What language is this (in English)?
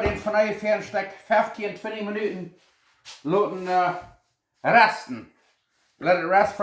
Plautdietsch